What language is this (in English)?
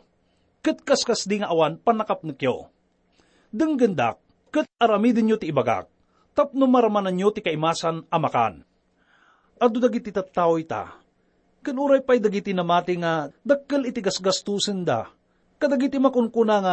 Iloko